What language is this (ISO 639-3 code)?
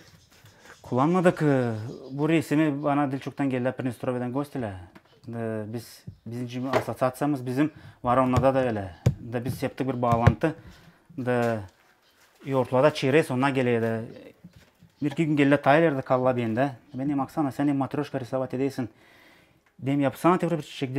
gag